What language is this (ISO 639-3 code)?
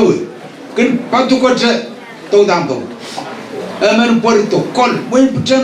pon